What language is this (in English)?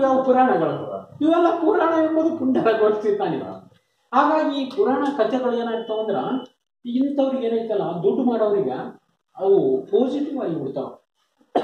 Kannada